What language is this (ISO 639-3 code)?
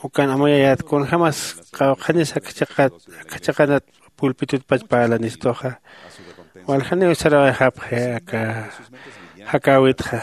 aym